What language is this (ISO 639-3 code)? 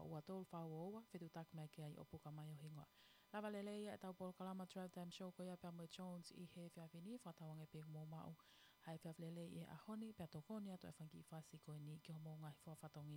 ton